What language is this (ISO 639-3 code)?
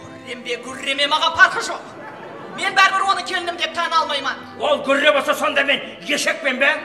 kaa